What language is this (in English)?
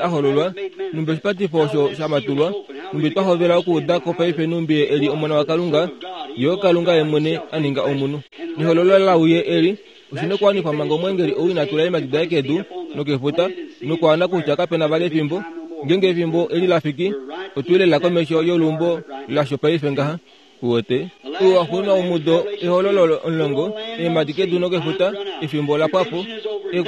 Kuanyama